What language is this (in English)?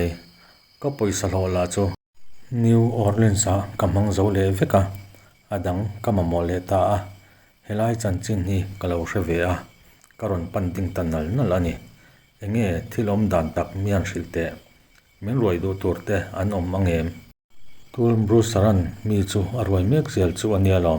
Mizo